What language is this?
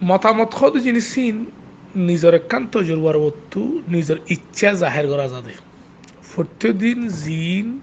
Rohingya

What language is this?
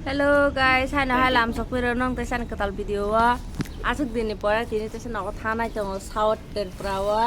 Kok Borok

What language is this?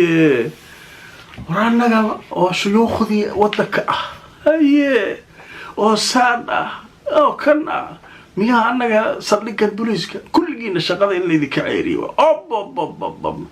Somali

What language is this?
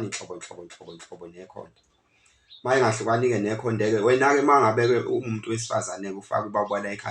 Zulu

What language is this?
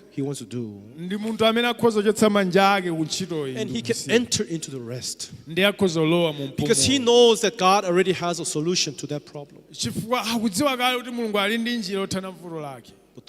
Nyanja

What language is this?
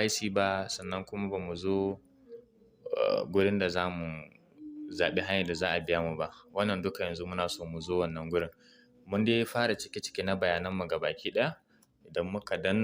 Hausa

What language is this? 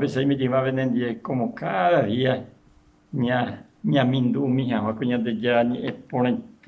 Guarani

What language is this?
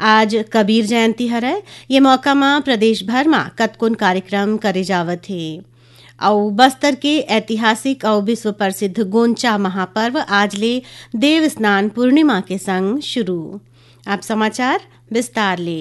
Chhattisgarhi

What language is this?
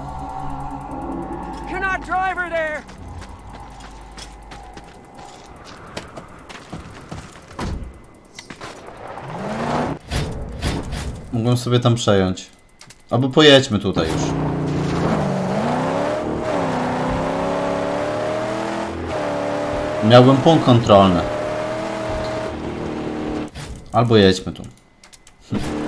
Polish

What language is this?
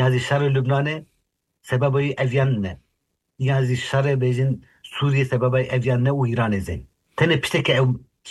Turkish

